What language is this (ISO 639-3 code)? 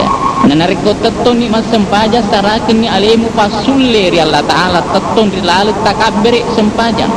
bug